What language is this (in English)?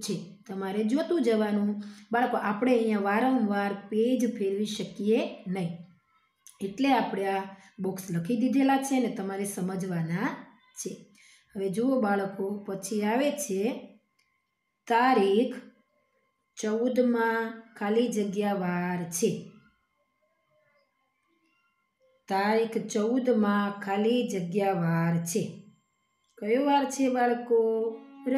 Gujarati